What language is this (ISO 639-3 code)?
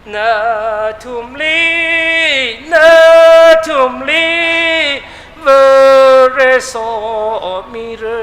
nmf